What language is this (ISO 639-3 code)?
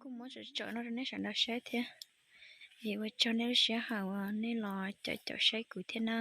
hmn